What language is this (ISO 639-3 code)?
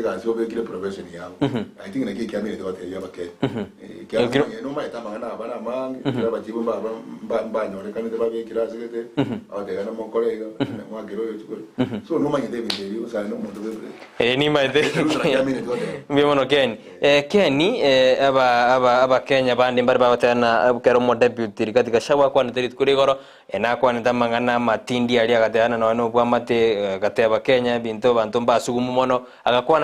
guz